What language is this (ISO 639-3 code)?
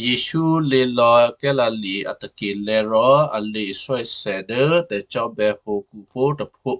kyu